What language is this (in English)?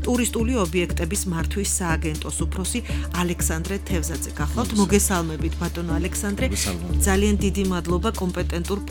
Georgian